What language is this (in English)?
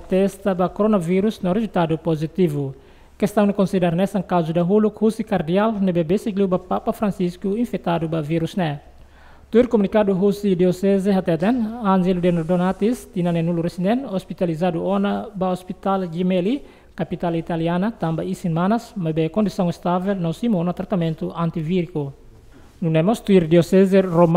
Tetum